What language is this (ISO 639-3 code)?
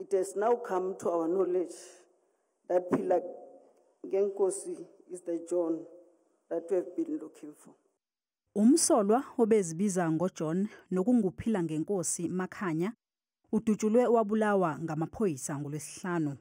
zul